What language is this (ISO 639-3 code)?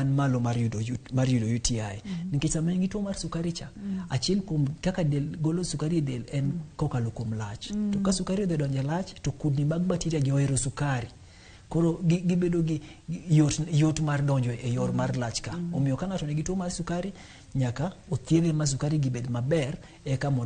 luo